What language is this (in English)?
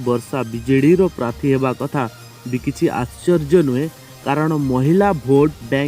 Odia